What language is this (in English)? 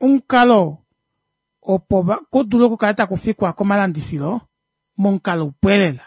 Kuanyama